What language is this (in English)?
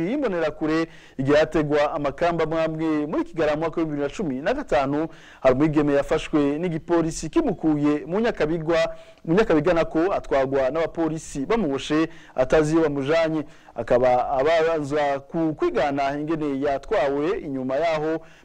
Rundi